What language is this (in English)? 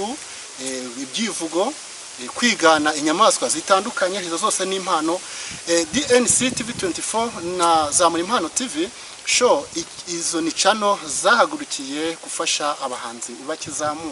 Kinyarwanda